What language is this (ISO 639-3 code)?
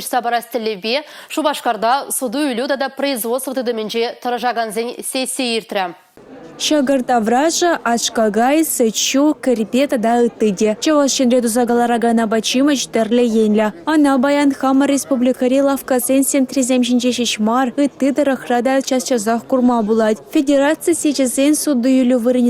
chv